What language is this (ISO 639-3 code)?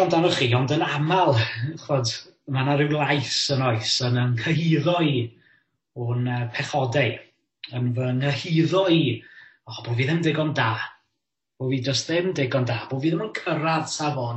cym